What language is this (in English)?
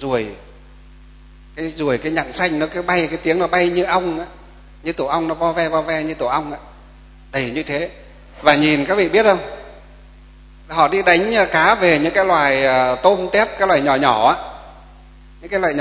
Vietnamese